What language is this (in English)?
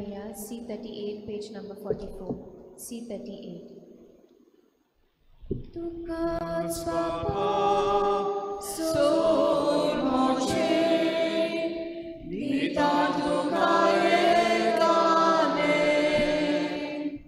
Konkani